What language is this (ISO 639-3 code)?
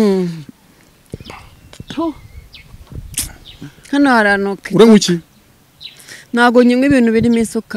kin